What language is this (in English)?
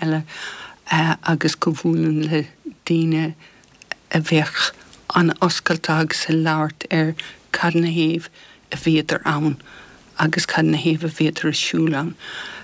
Irish